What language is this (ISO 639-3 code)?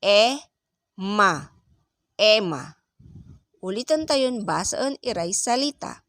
pag